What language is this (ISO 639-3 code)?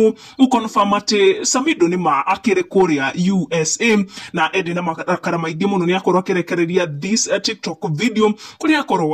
kik